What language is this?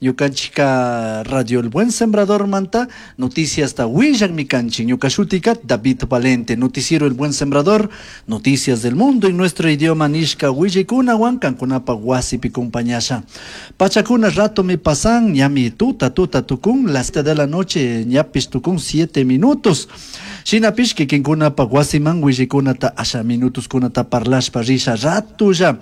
Chimborazo Highland Quichua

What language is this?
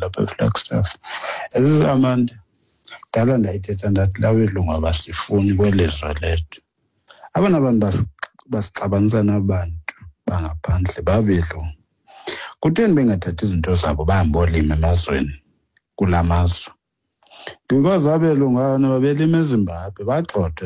Xhosa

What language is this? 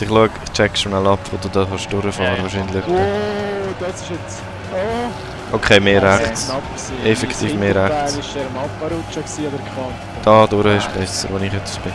Swiss German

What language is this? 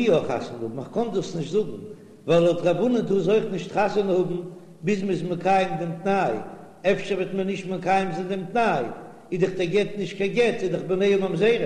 Yiddish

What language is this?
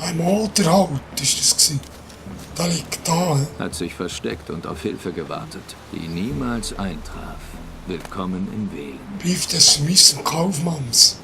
Swiss German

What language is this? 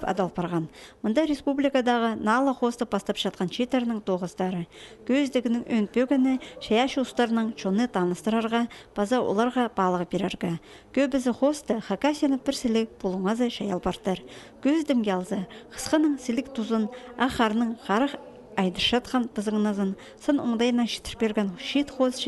Khakas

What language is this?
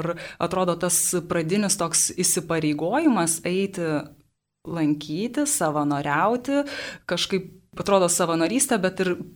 Lithuanian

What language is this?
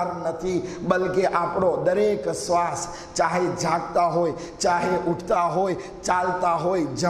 Gujarati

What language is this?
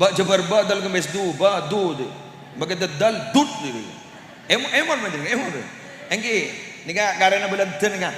Madurese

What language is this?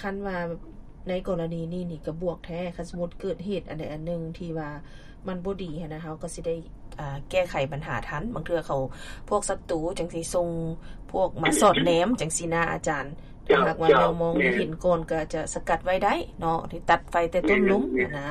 Lao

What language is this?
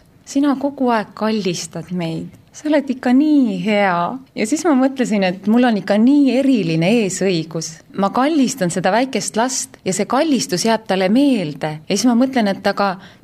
Estonian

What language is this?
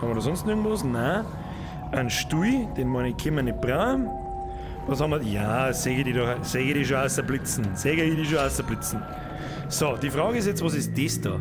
Bavarian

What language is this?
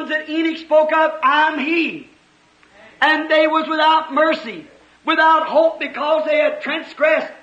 Tswana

